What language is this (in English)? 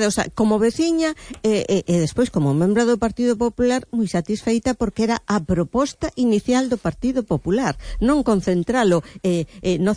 Galician